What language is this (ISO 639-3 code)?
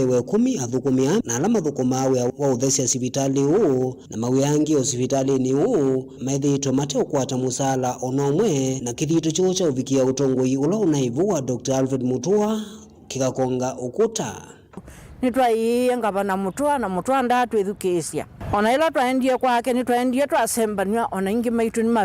kam